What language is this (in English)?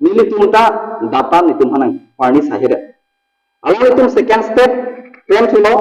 Karbi